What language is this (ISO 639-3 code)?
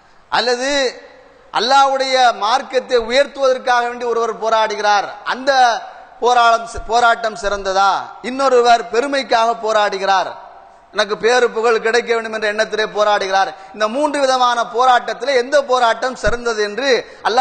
tam